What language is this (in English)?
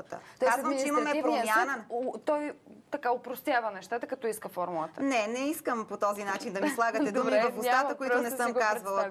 Bulgarian